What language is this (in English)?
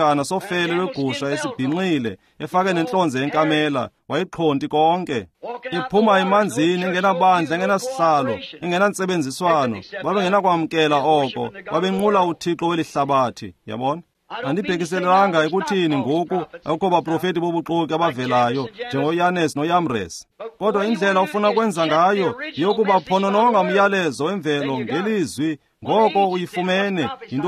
Xhosa